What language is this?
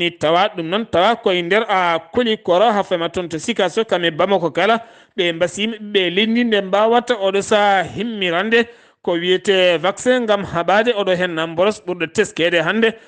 Fula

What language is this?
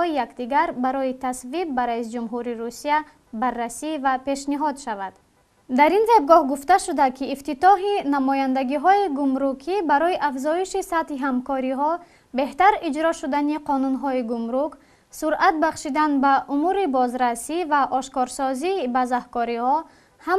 Tajik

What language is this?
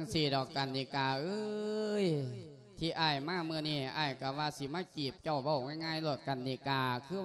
Lao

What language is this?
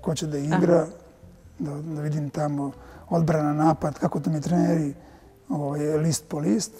Serbian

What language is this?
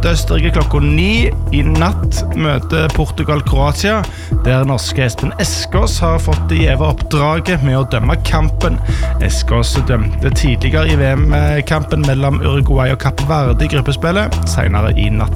Norwegian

